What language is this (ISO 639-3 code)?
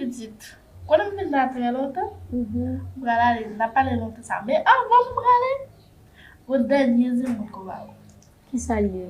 hat